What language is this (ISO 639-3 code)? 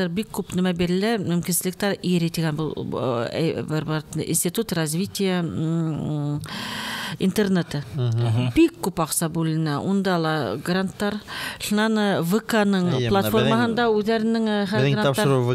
bak